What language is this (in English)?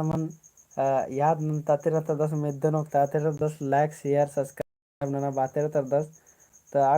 Kurukh